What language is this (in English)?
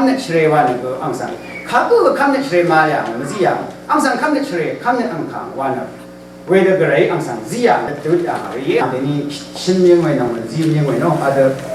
Rawang